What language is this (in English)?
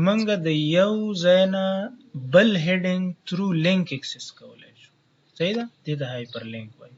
Pashto